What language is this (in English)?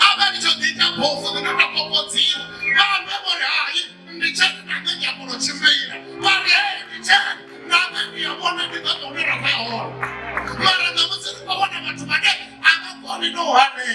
Venda